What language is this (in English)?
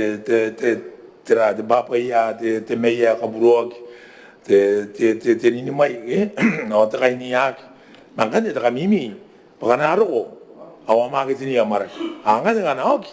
Gilbertese